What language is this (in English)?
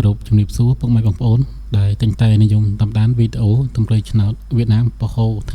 Khmer